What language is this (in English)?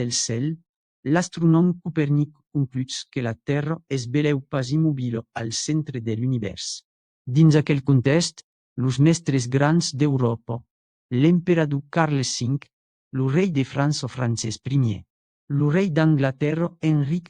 Occitan